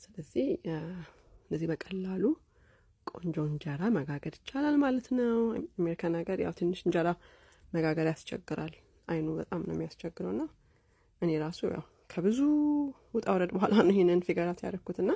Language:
Amharic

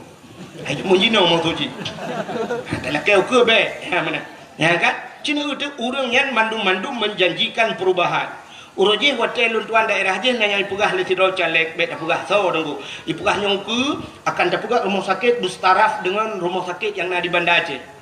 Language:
Achinese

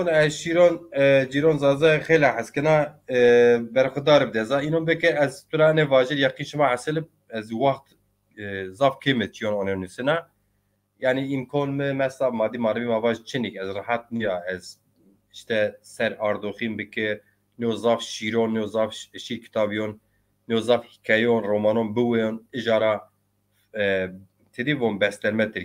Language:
Zaza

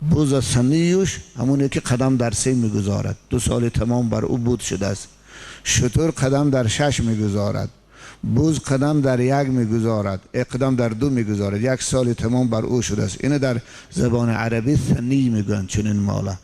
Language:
Tajik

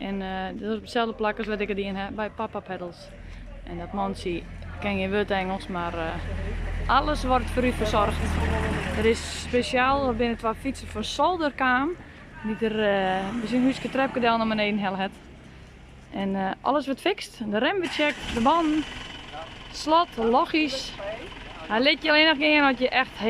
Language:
Western Frisian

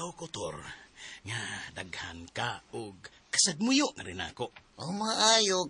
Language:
Cebuano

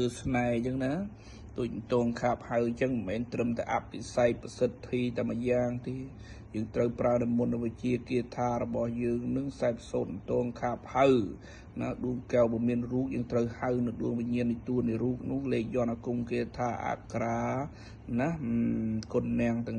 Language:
Khmer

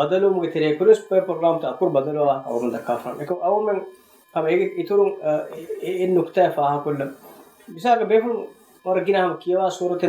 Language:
Divehi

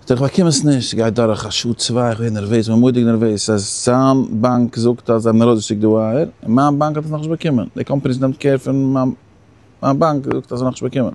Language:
Yiddish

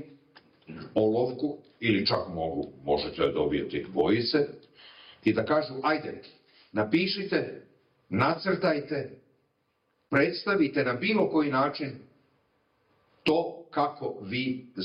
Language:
Serbian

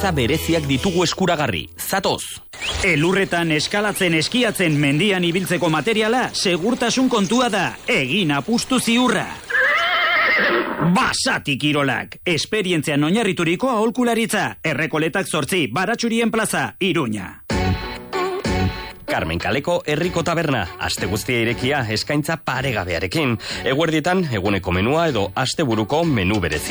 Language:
Basque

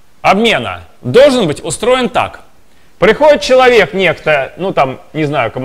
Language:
Russian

